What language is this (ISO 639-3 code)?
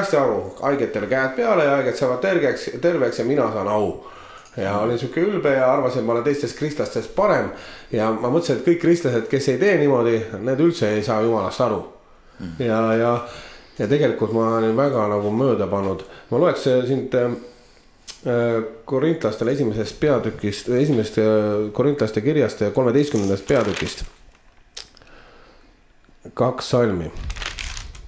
est